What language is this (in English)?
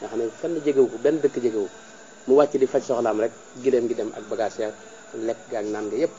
Wolof